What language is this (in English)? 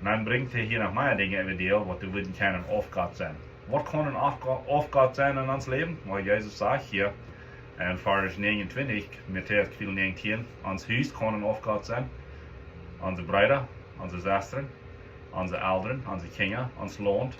Plautdietsch